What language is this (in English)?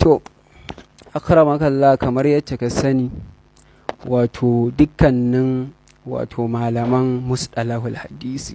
Hausa